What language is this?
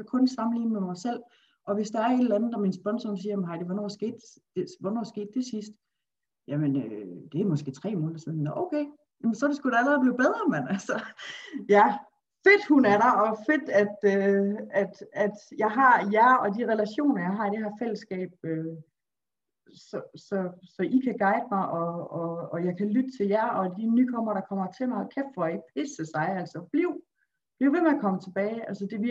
Danish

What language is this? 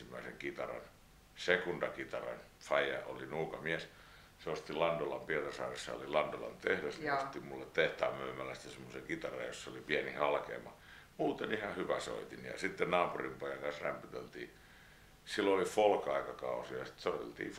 Finnish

